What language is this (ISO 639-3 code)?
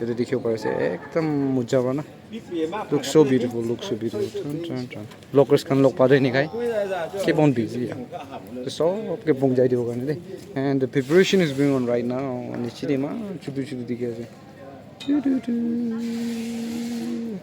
nag